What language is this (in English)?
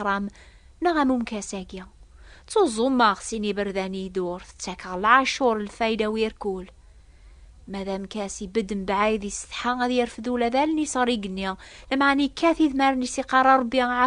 Kabyle